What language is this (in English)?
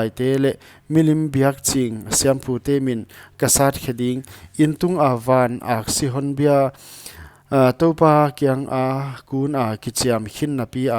Paite Chin